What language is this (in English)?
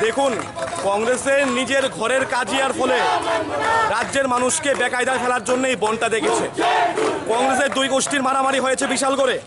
Kok Borok